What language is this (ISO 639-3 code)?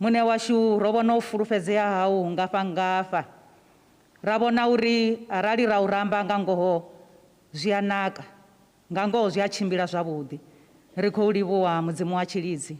ven